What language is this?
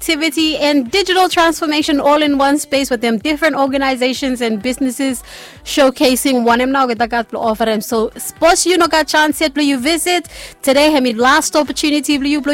Bislama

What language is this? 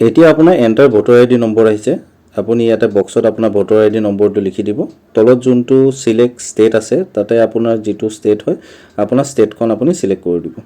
Assamese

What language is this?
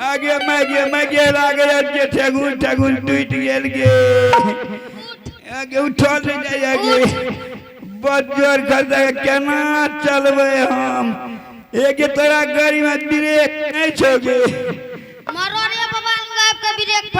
Angika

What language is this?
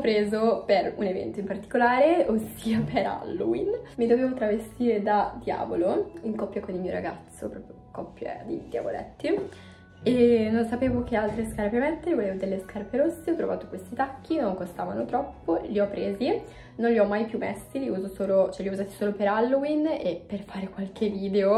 Italian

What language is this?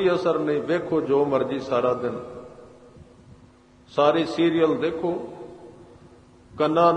Punjabi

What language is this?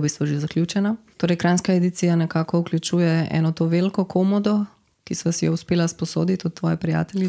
Slovenian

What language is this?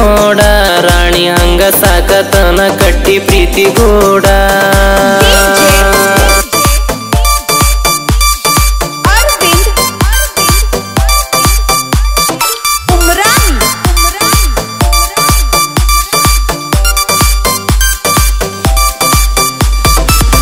Kannada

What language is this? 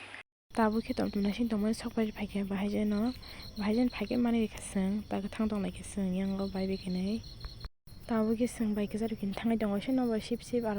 Kok Borok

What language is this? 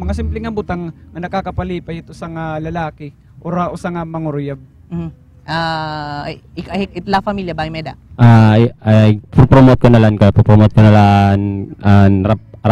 Waray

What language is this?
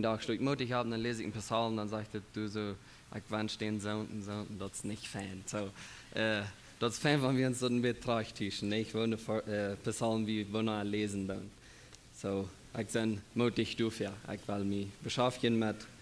Plautdietsch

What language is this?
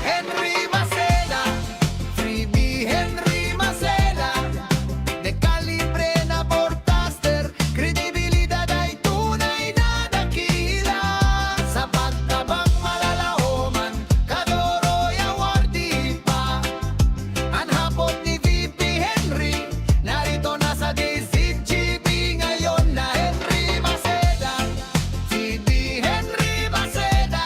Bikol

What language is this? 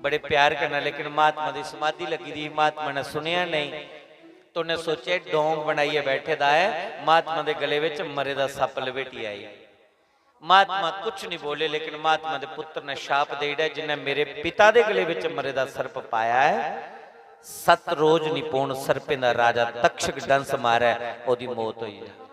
Dogri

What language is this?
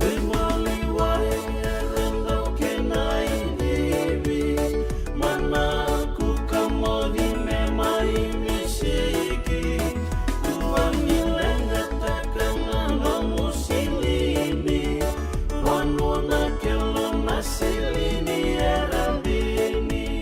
Fijian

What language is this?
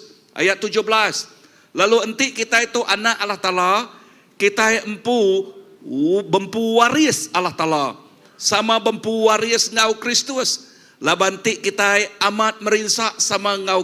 Iban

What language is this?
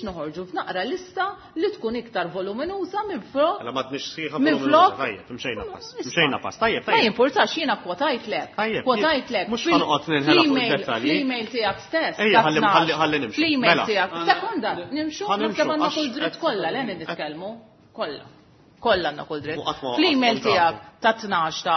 Maltese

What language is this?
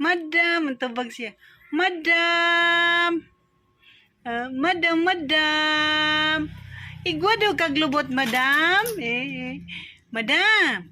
Cebuano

